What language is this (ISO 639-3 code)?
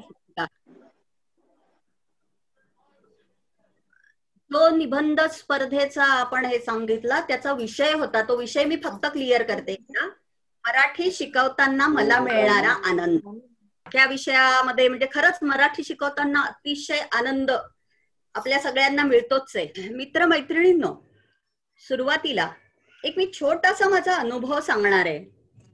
mar